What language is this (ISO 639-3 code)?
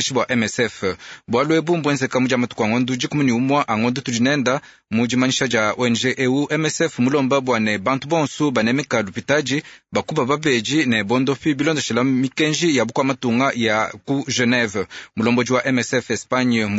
lua